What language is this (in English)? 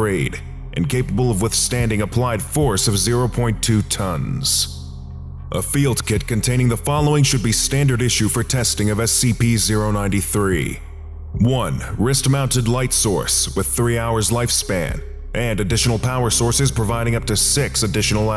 English